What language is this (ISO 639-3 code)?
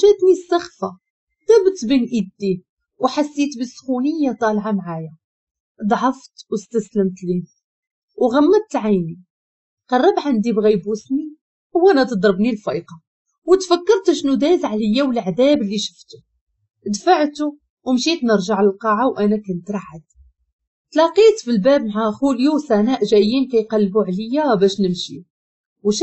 ary